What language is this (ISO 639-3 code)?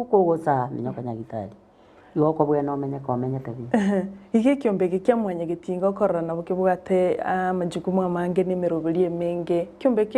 guz